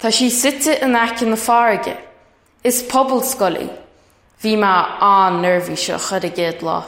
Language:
Irish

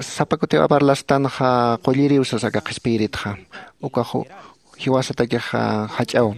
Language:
Aymara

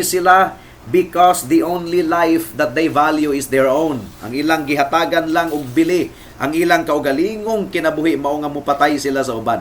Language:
Cebuano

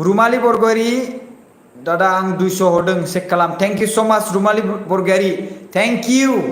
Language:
Bodo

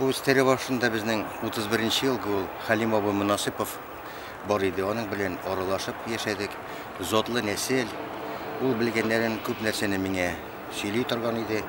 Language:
Tatar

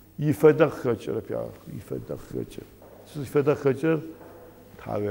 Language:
Adyghe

